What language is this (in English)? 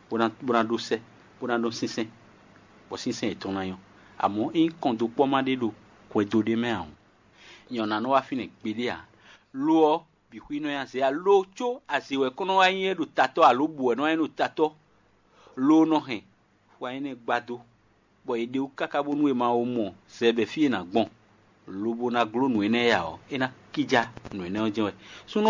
Fon